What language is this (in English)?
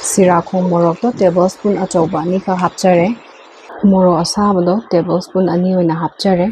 Manipuri